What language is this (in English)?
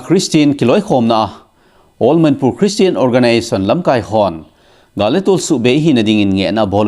Thado Chin